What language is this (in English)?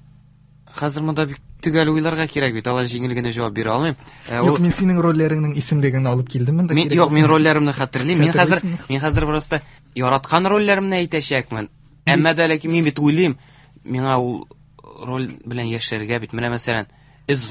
Tatar